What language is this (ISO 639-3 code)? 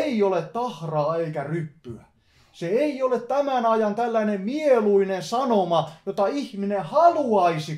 fin